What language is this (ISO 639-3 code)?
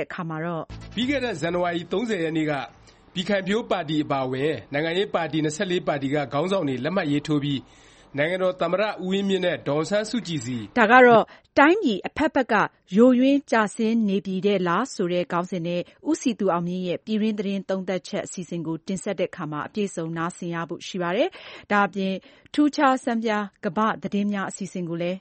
mya